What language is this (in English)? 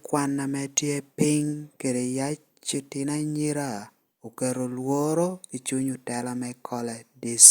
Lango (Uganda)